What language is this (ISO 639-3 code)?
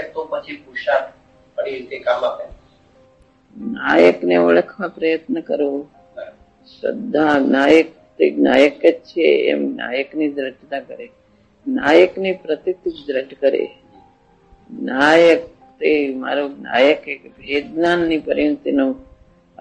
guj